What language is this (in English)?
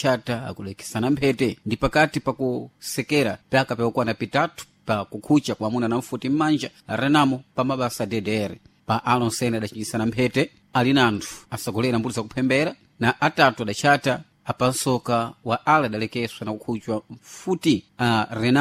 Sena